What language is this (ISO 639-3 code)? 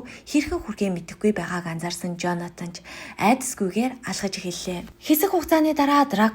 mon